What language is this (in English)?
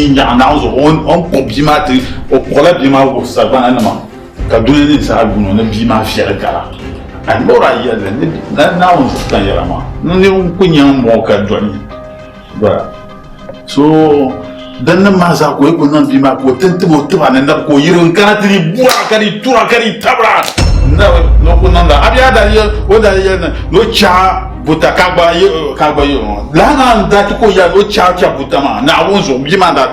Dagbani